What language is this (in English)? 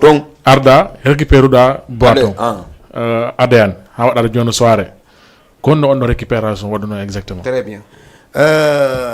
Fula